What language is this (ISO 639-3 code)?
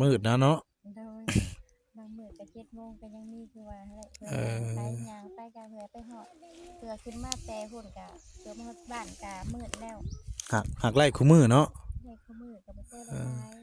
tts